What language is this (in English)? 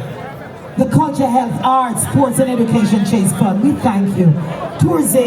Jamaican Creole English